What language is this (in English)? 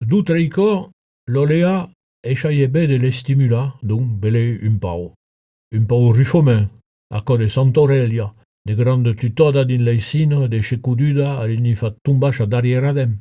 Occitan